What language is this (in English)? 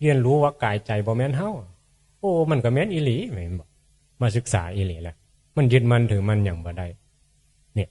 Northeastern Thai